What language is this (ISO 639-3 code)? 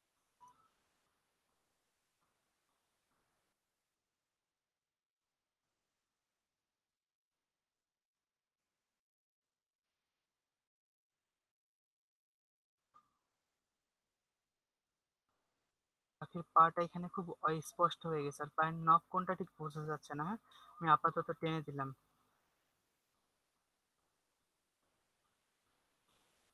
ben